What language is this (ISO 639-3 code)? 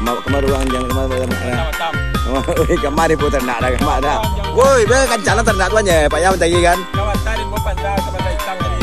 min